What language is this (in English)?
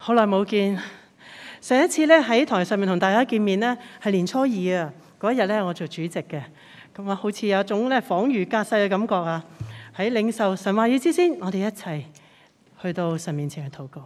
Cantonese